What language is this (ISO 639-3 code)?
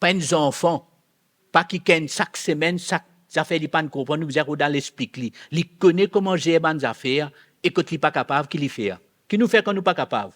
mfe